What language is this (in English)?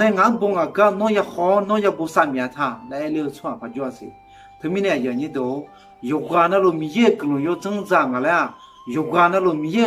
Akha